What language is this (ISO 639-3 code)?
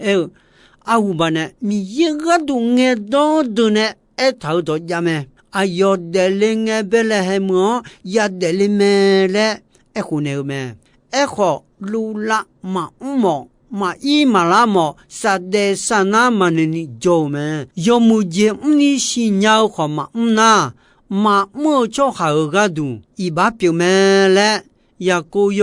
ahk